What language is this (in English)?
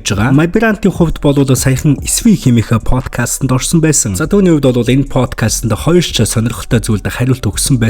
Mongolian